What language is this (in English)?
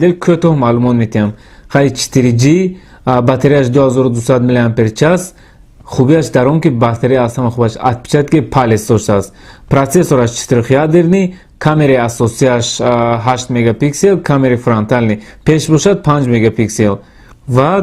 Tajik